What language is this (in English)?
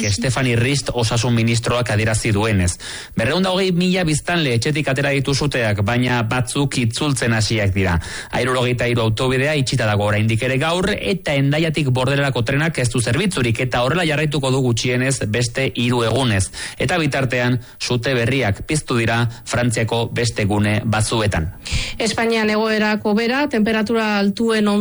Basque